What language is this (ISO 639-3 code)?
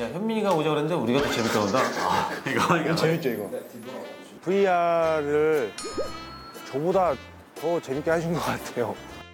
kor